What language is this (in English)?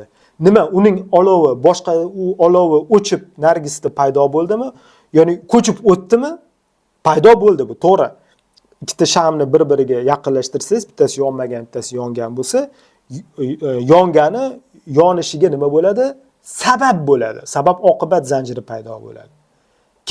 Uzbek